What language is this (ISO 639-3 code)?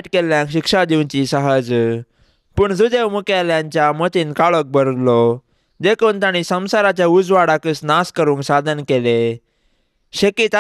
kok